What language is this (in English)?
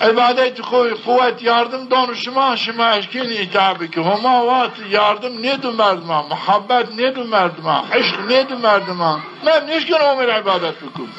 Zaza